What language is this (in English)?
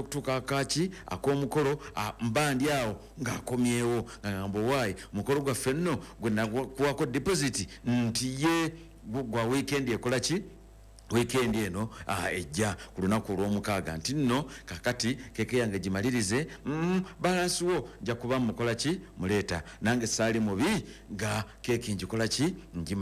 Ganda